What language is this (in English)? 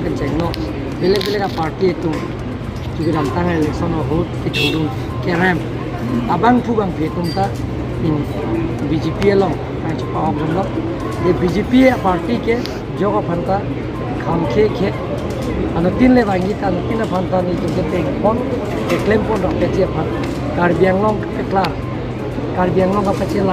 Karbi